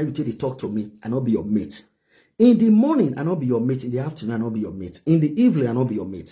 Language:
Nigerian Pidgin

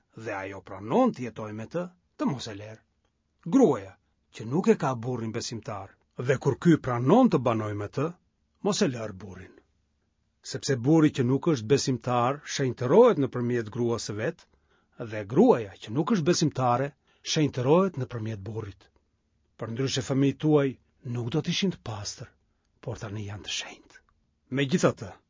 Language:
Albanian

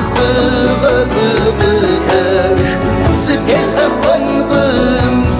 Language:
Kabardian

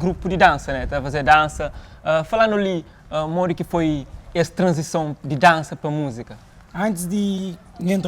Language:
Kabuverdianu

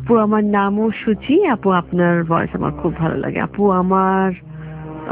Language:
Bangla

